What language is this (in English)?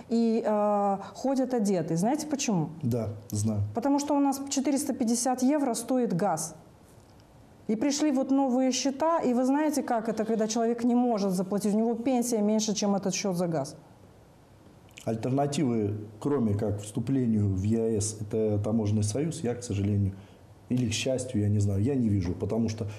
Russian